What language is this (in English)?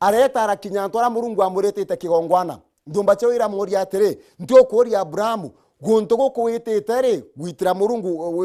Meru